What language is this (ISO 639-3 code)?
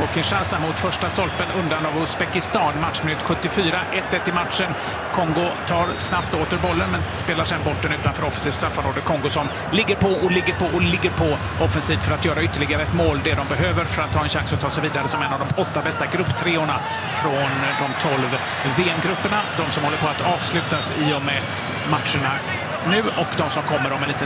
swe